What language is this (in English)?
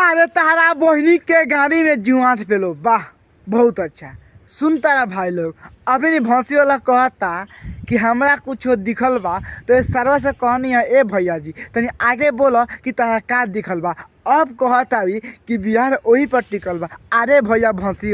Bhojpuri